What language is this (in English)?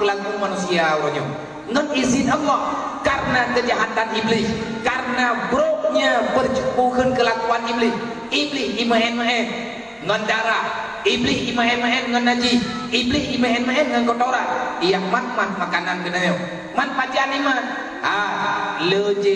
Achinese